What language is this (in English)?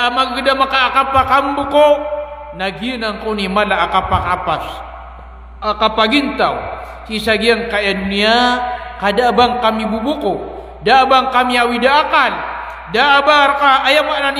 Maranao